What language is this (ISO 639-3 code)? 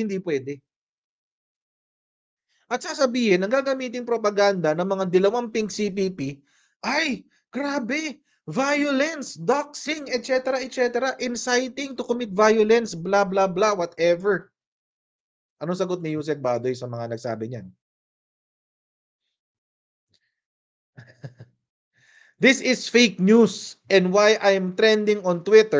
fil